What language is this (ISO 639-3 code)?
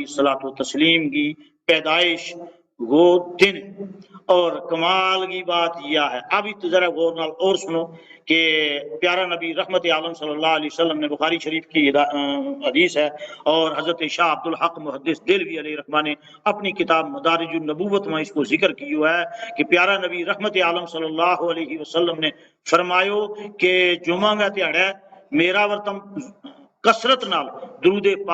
gju